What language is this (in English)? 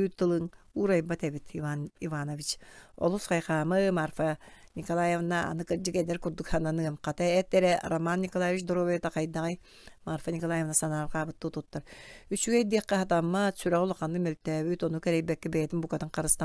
Yakut